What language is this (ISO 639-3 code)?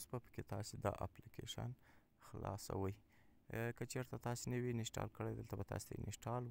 pus